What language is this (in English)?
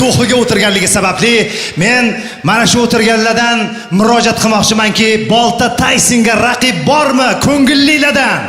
Uzbek